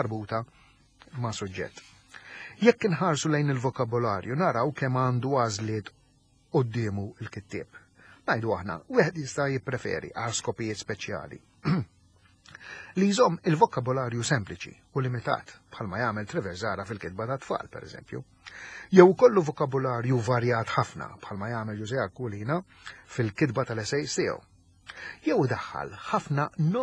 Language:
Maltese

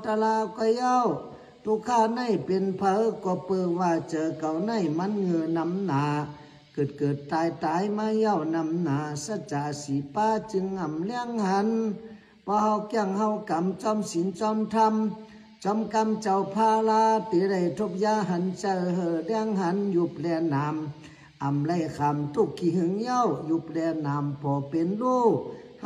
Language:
Shan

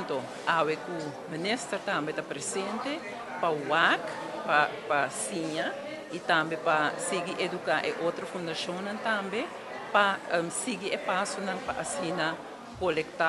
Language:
Papiamento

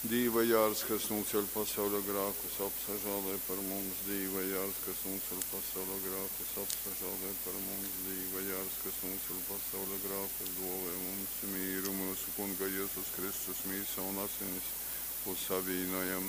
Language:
Latgalian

